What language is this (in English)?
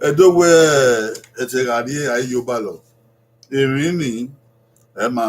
Bini